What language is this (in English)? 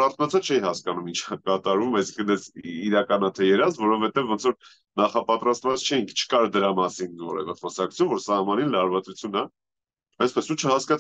Armenian